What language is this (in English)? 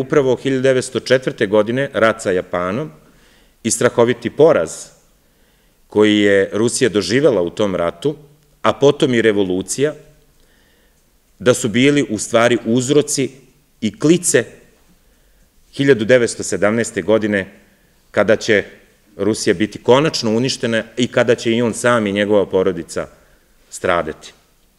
Serbian